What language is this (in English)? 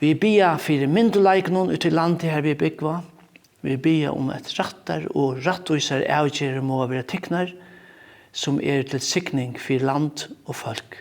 Faroese